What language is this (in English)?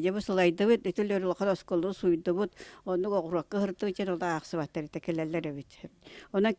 Yakut